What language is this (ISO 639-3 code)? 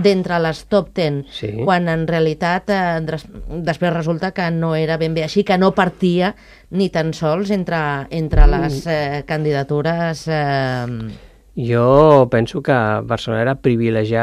cat